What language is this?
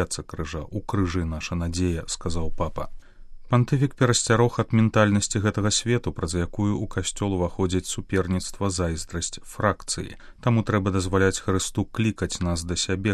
Belarusian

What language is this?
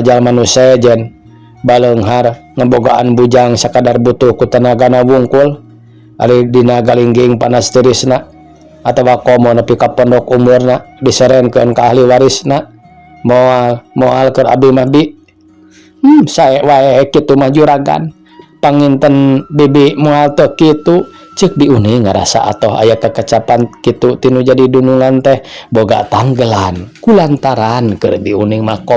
Sundanese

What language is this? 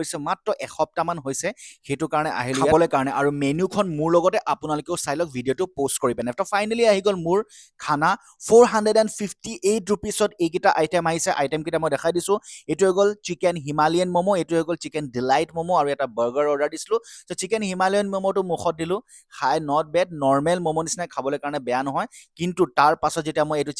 Assamese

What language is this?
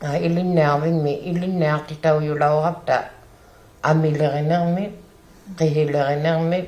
Inuktitut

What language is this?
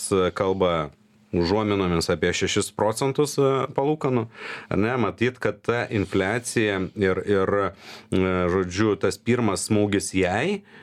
Lithuanian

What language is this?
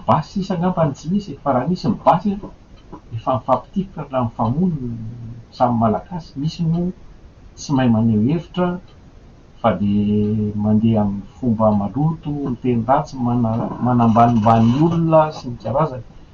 Malagasy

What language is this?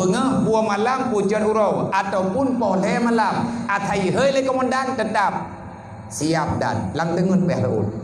Achinese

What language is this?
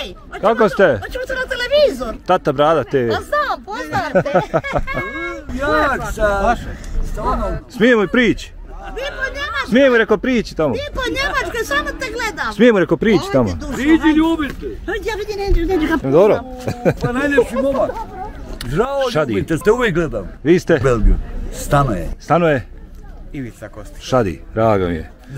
Bosnian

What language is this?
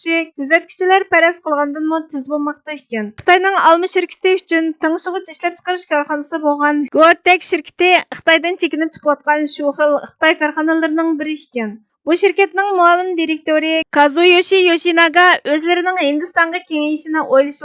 Uyghur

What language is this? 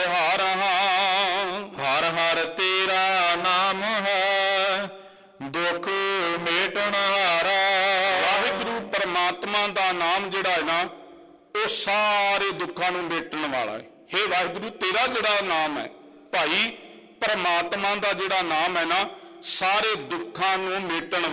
Punjabi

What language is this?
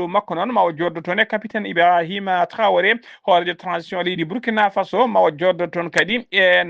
Fula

